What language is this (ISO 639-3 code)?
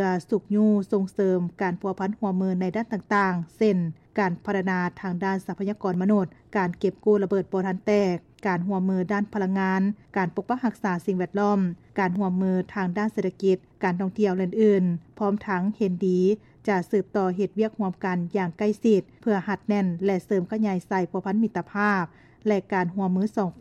lao